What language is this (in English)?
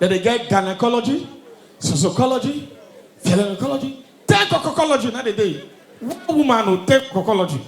Nigerian Pidgin